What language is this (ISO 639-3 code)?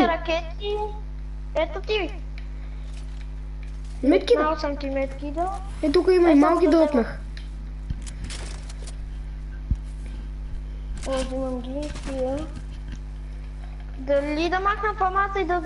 bul